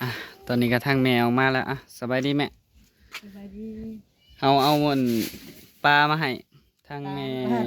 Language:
Northeastern Thai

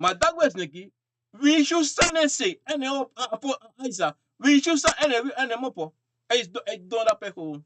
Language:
Sranan Tongo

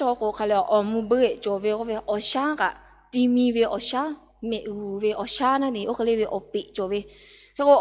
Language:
Lahu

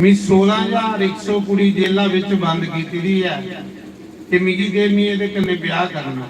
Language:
Dogri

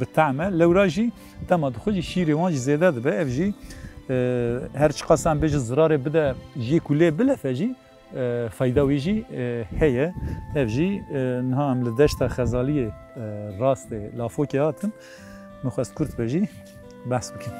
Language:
Kurdish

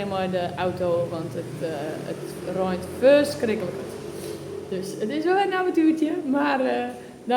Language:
Western Frisian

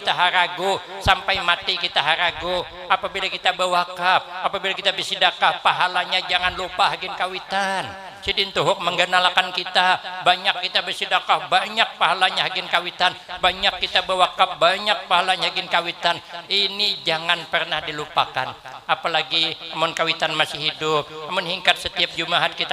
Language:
Banjar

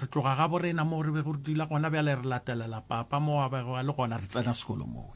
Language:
Northern Sotho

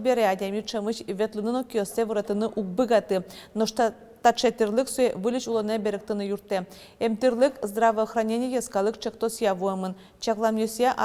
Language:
Udmurt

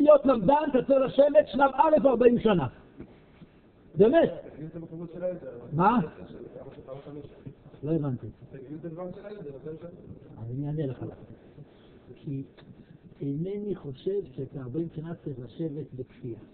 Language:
Hebrew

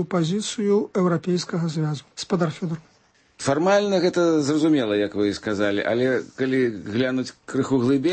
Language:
Belarusian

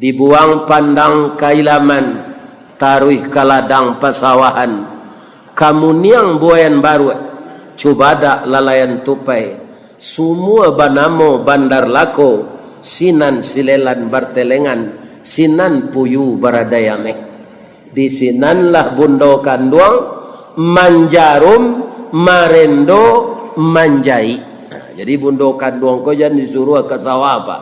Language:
Minangkabau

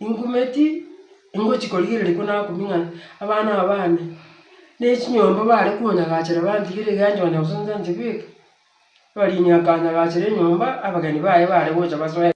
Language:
Gusii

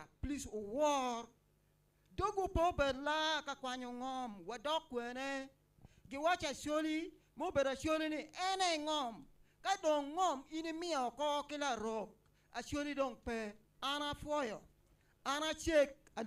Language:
Acoli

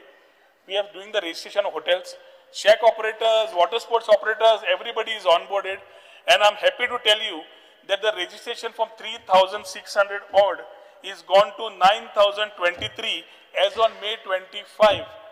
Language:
Konkani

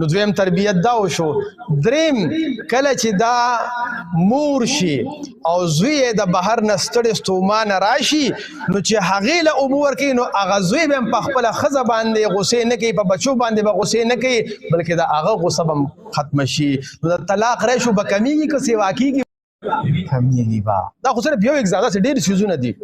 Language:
Pashto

